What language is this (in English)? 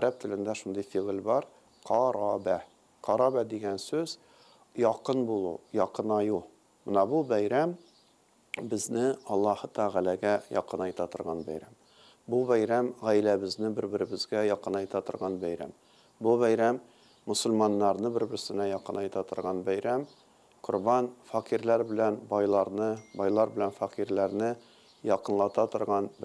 Tatar